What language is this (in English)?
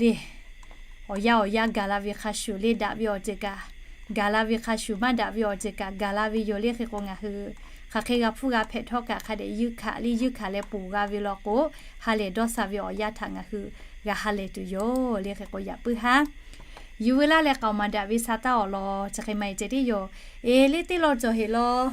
Lahu